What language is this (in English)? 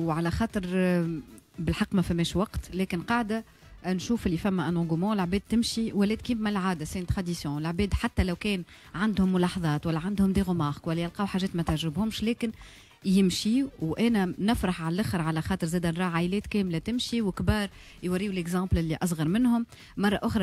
Tunisian Arabic